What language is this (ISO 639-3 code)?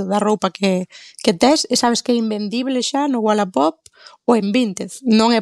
glg